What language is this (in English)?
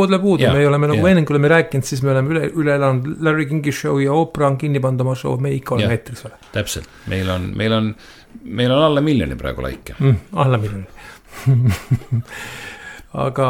Estonian